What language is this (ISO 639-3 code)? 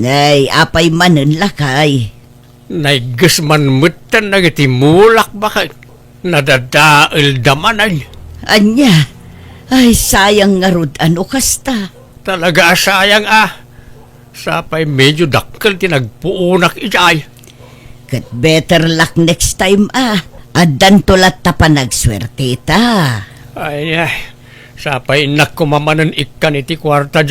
ilo